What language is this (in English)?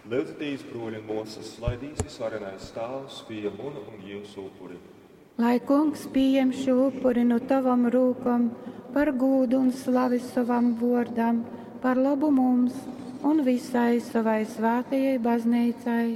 Latgalian